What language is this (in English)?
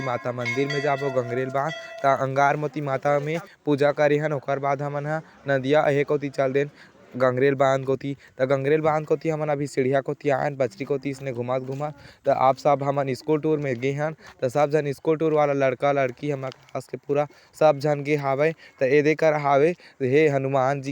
Chhattisgarhi